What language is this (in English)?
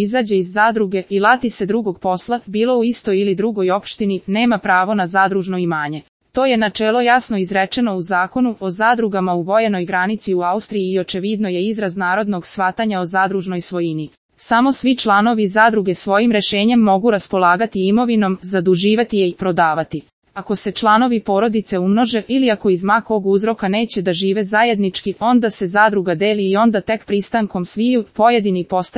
Serbian